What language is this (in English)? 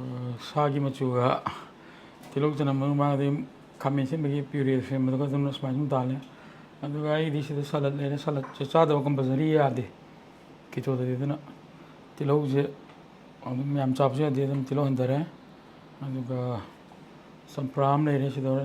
Manipuri